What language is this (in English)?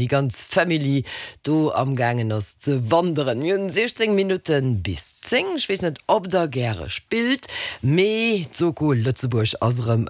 Luxembourgish